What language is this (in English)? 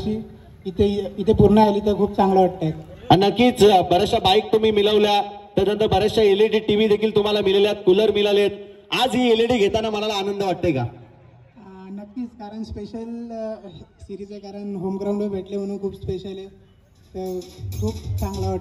Marathi